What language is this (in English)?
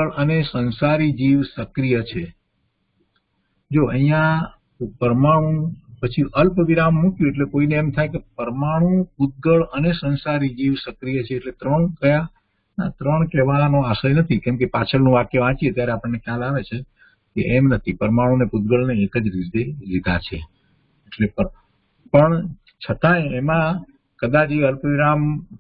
Gujarati